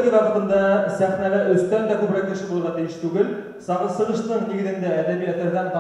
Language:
Bashkir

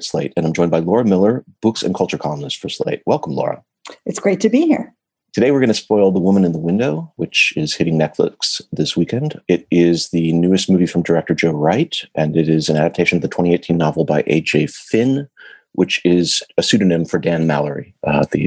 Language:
English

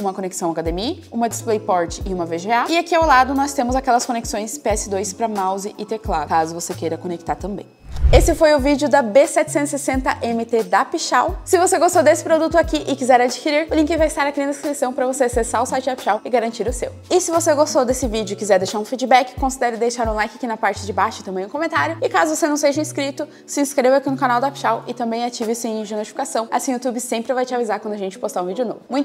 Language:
Portuguese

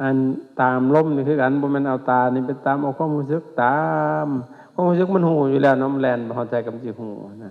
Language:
Lao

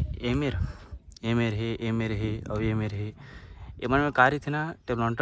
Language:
Chhattisgarhi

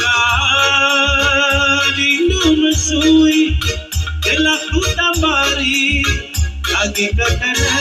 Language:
Batak Karo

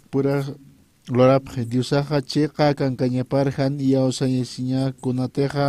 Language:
Aymara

